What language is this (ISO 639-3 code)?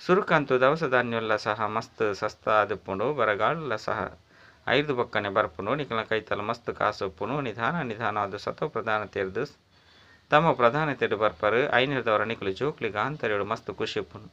tcy